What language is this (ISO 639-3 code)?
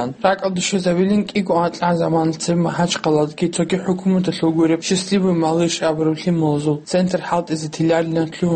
ava